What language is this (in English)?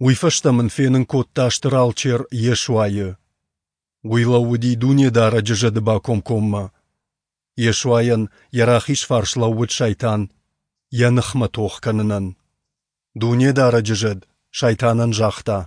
Ossetic